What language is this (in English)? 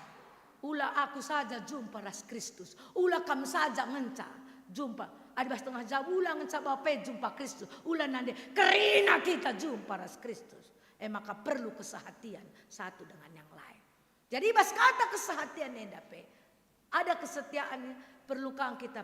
Batak Karo